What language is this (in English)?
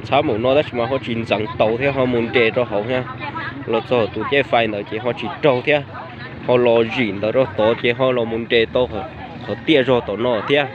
Hmong